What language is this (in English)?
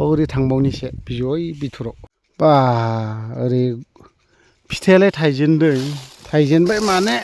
Bodo